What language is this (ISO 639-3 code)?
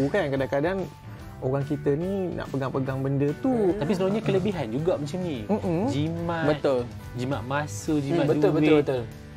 msa